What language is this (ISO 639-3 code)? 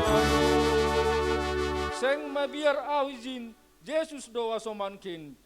bts